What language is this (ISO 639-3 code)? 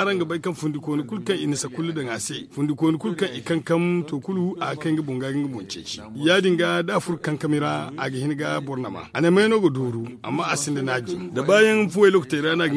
dje